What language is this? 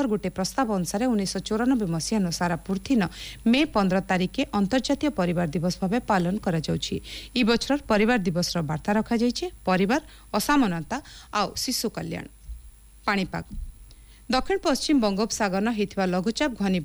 Odia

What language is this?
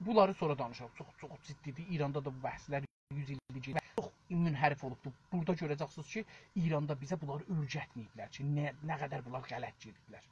South Azerbaijani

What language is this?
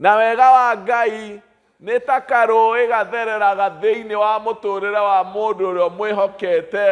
Kikuyu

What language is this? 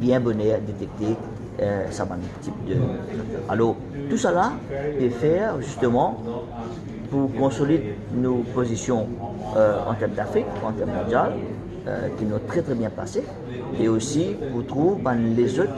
Morisyen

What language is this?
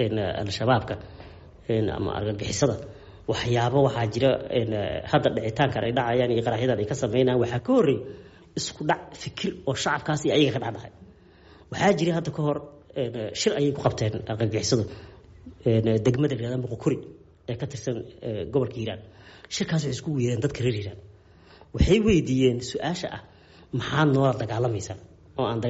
Somali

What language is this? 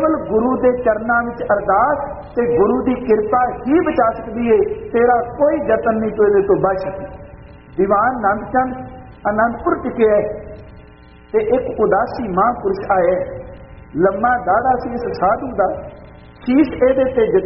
Punjabi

